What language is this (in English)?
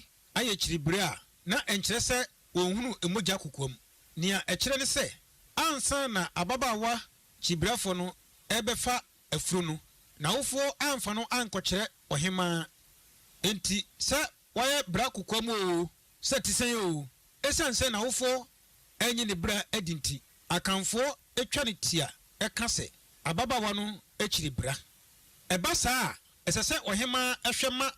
Akan